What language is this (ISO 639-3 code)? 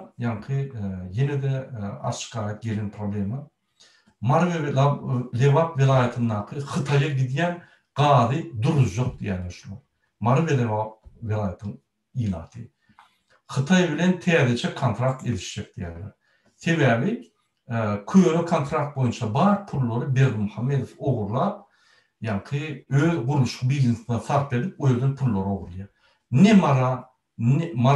tuk